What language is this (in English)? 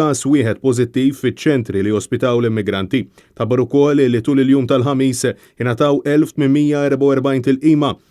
Maltese